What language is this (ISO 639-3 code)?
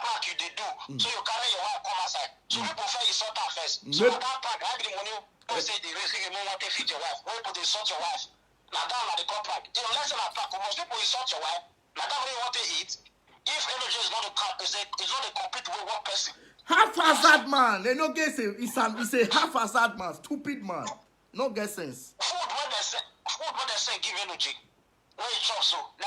pcm